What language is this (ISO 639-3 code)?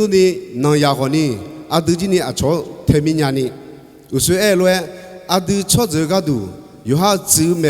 ahk